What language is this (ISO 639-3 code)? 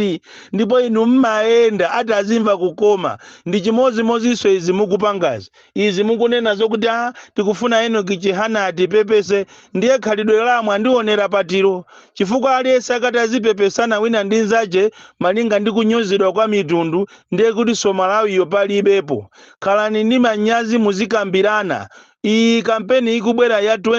nya